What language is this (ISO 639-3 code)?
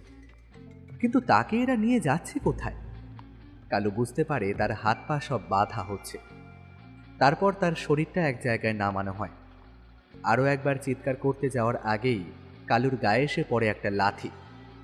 ben